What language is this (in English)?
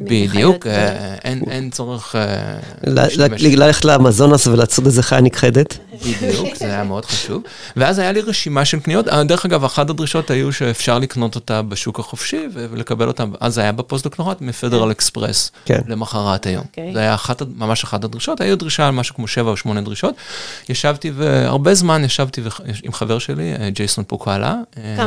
Hebrew